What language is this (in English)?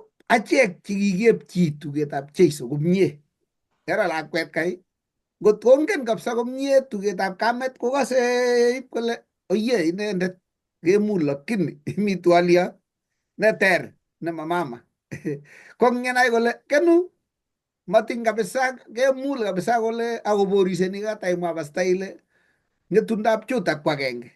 Kalenjin